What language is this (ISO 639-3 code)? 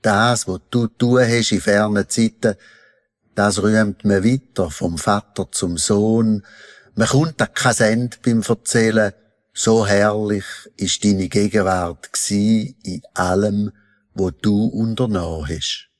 gsw